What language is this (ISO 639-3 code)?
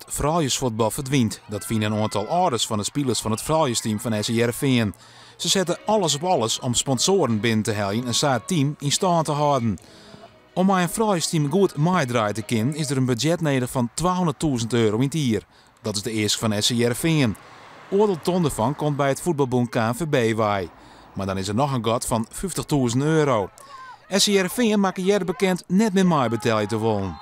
fry